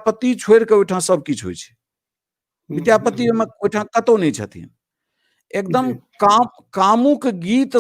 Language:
Maithili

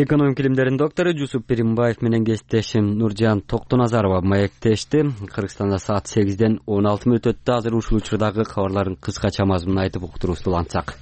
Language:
Kyrgyz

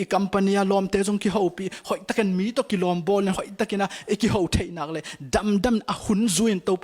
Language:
Tedim Chin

